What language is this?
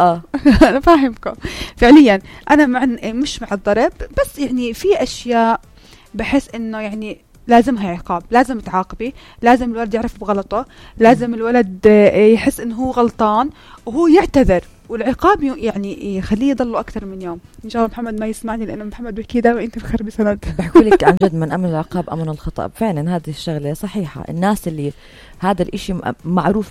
North Levantine Arabic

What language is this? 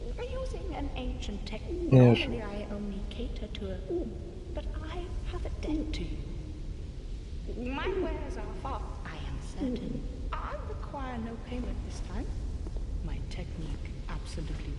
Swiss German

